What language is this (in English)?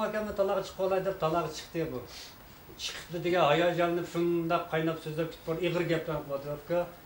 Uyghur